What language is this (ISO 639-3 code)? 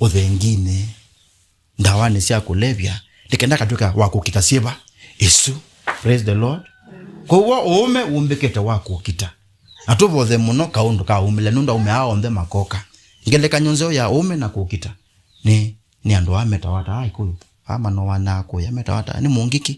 kam